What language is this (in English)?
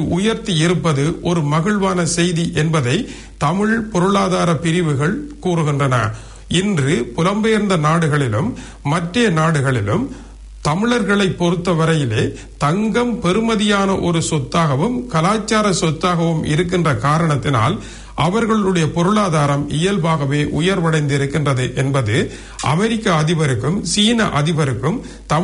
Tamil